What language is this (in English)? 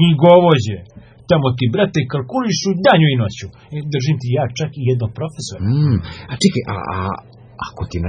Serbian